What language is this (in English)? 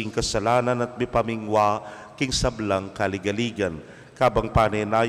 Pampanga